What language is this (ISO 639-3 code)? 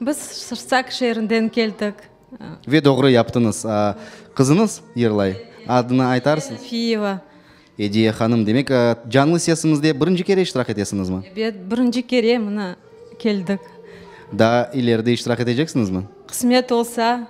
crh